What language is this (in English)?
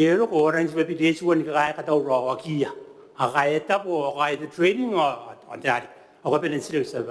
Gilbertese